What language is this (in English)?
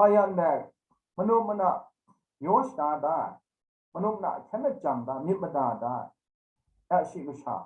Kachin